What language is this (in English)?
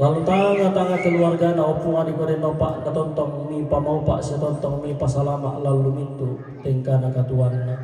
Toraja-Sa'dan